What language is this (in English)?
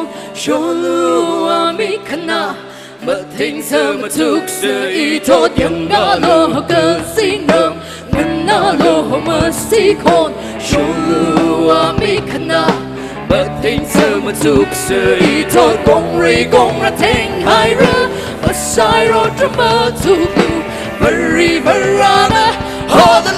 Tangkhul Naga (India)